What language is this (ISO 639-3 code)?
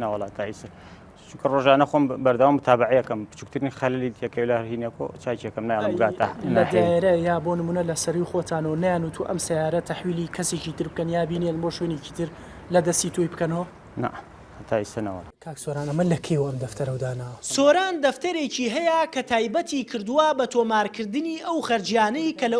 ckb